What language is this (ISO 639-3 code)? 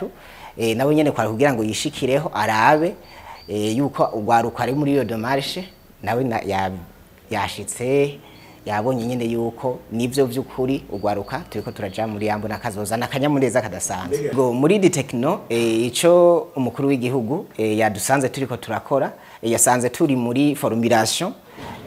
run